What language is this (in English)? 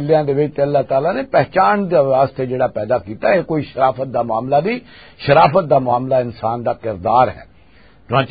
Western Panjabi